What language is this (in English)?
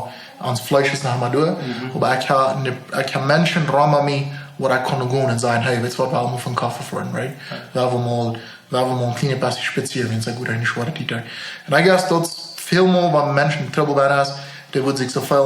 Plautdietsch